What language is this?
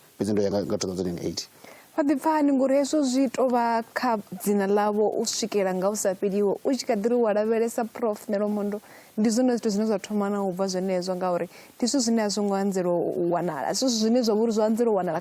Venda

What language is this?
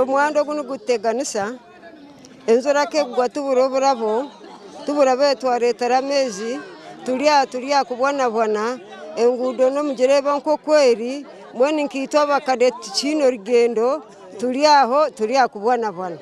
Nyankole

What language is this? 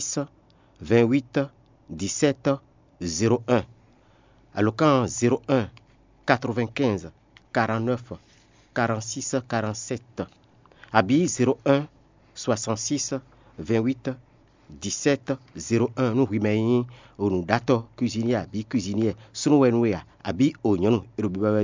Fon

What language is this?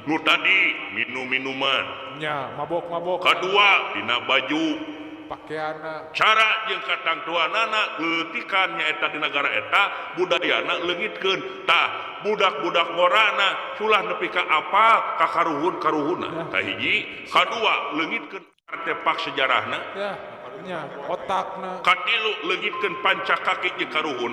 Sundanese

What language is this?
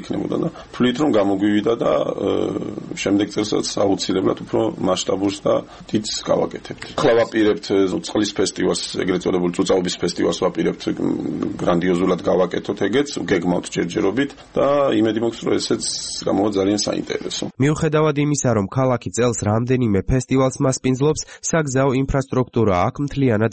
Georgian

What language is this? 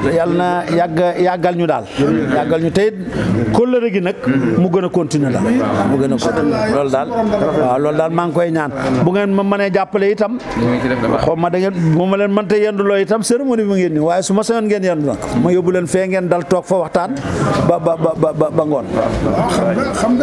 Wolof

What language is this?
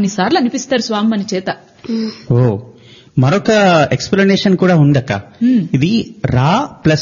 Telugu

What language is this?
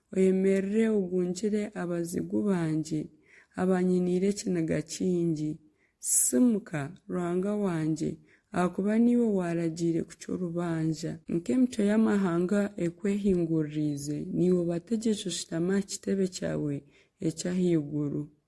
Nyankole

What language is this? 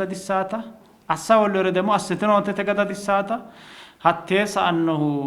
Sidamo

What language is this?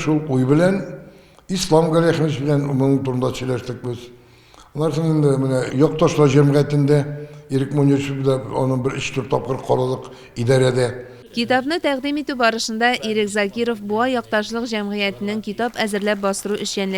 Tatar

